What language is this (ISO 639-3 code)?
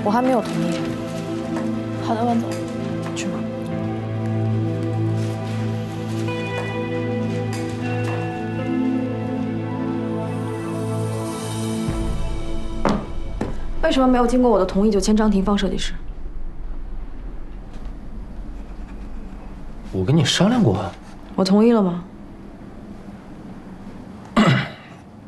zho